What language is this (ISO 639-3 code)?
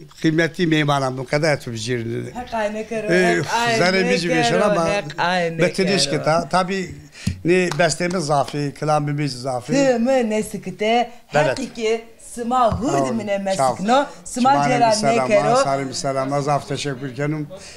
zza